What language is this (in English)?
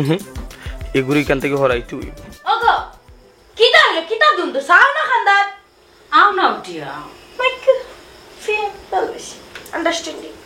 Sylheti